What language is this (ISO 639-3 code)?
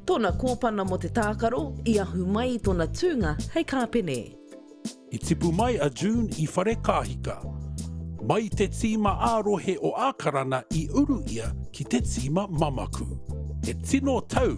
mri